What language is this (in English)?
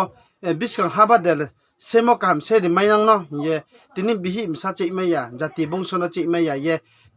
Riang (India)